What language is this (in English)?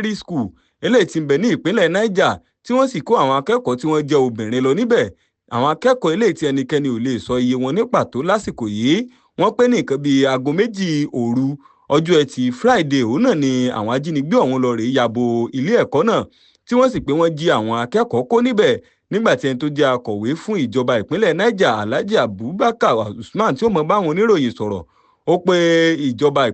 Yoruba